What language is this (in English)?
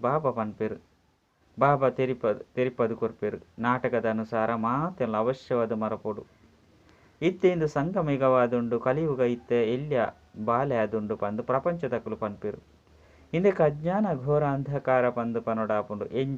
Tulu